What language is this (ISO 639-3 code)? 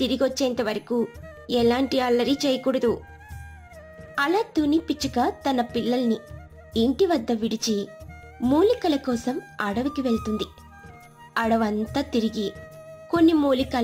tel